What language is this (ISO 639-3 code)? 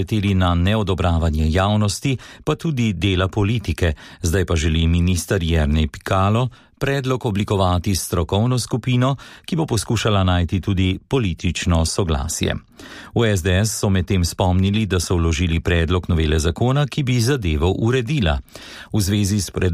slv